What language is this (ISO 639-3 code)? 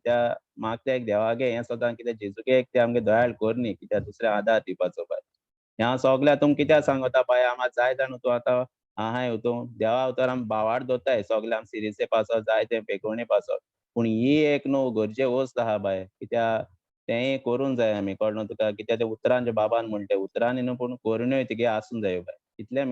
kok